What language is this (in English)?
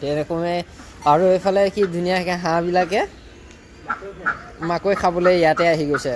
Assamese